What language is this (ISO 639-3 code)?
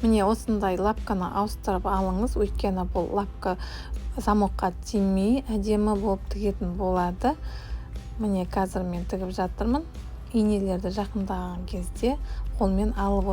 kaz